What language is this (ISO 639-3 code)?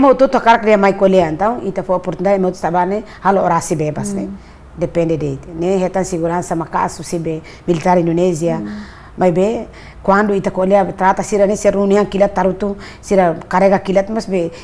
tet